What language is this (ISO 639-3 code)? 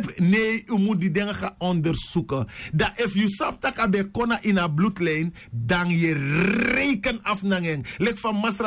srn